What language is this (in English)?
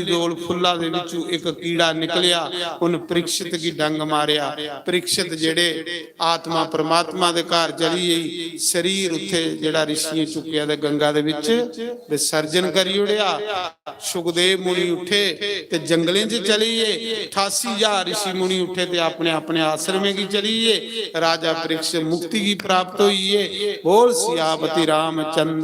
Dogri